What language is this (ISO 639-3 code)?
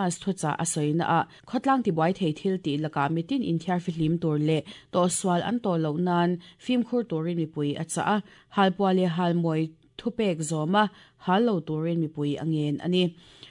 lus